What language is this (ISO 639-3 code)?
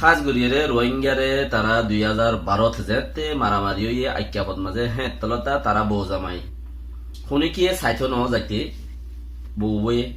rhg